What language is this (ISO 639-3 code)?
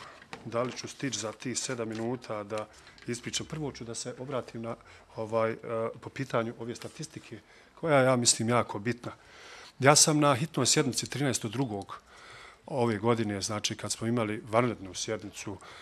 bos